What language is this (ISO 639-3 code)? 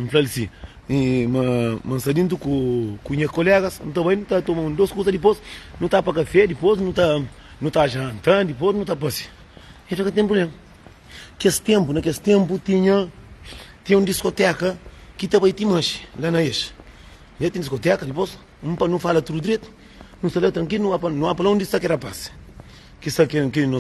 kea